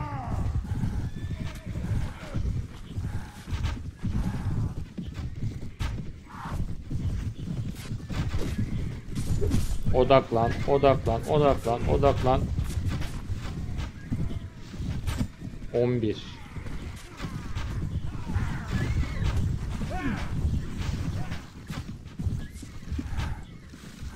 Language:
Turkish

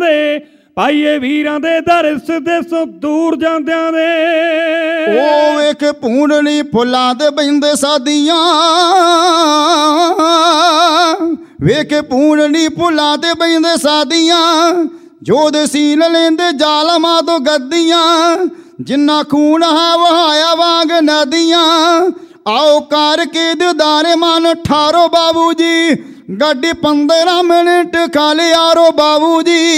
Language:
Punjabi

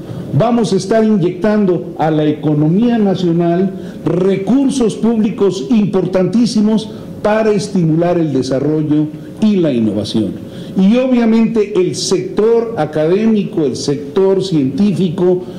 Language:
Spanish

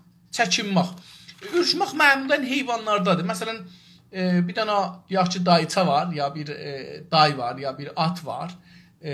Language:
South Azerbaijani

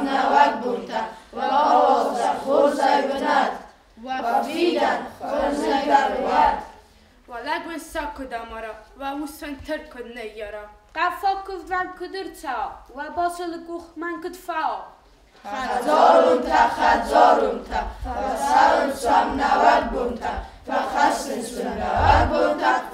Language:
Ossetic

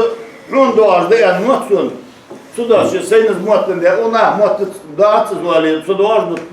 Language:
Ingush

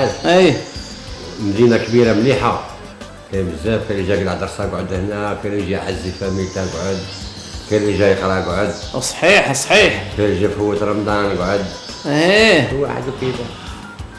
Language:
Algerian Arabic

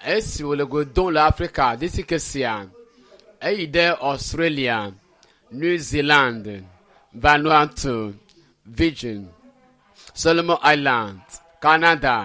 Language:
Ewe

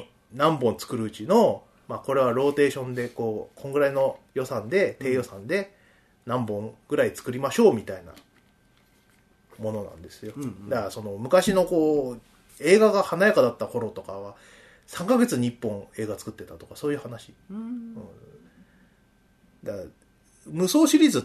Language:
Japanese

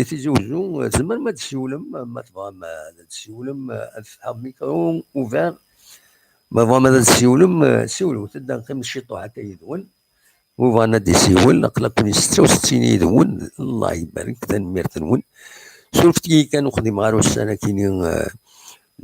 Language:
Kabyle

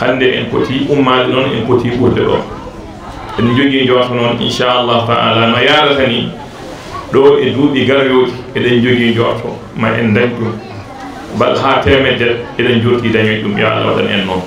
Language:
Fula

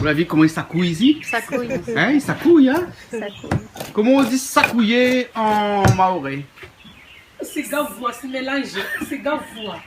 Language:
Réunion Creole French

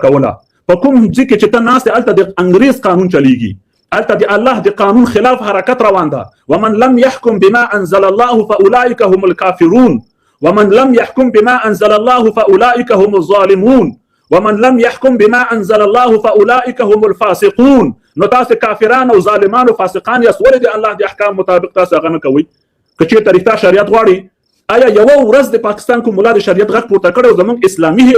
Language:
Pashto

